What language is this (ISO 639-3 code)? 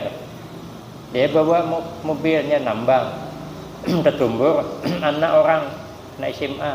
bjn